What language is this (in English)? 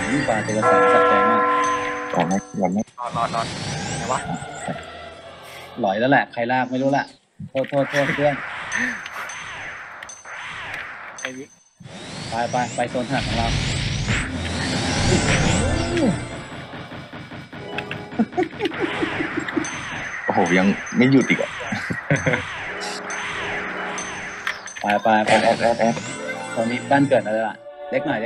Thai